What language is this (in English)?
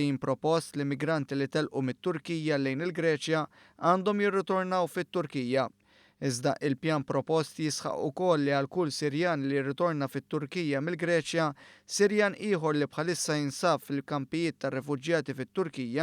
Maltese